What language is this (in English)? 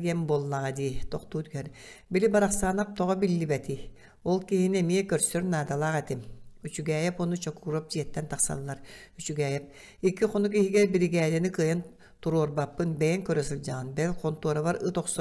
Yakut